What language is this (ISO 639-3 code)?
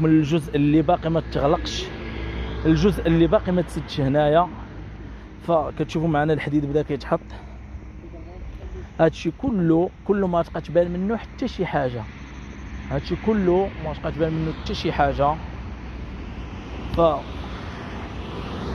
ary